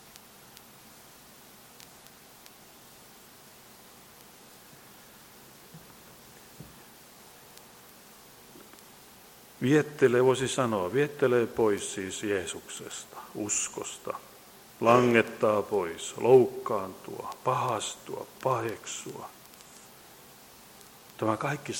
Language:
Finnish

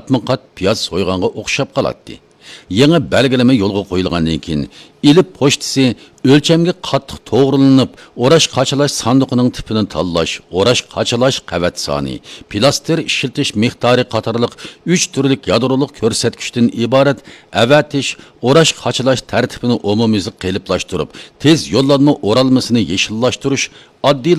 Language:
Uyghur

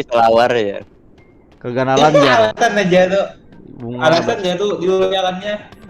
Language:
Banjar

